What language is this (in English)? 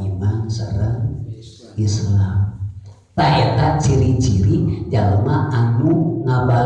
Sundanese